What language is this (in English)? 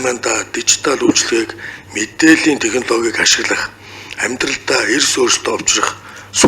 Mongolian